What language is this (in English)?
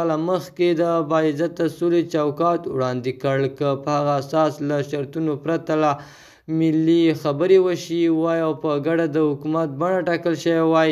Pashto